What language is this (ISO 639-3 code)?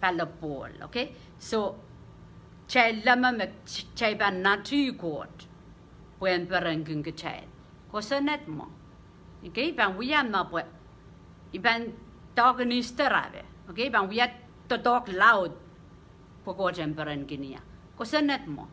pon